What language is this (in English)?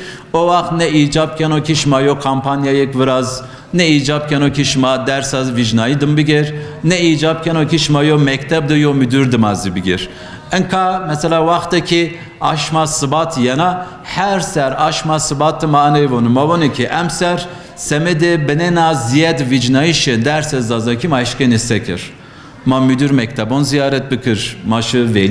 Zaza